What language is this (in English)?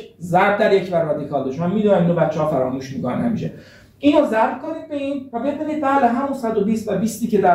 Persian